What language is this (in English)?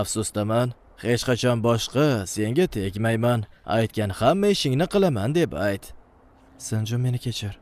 Uzbek